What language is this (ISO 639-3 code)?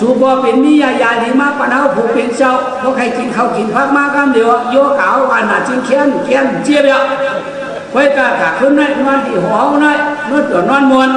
shn